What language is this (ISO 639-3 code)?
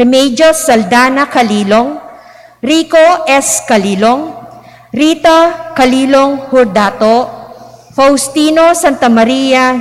pam